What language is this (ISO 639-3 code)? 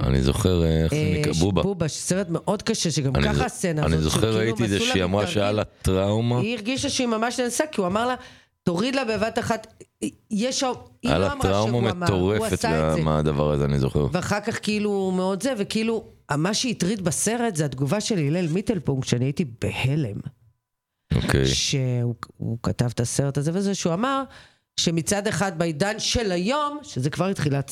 heb